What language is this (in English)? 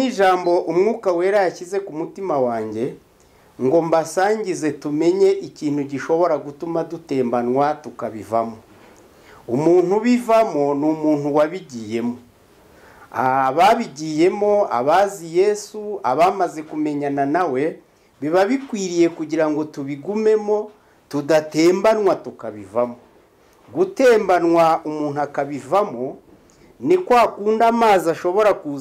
Kinyarwanda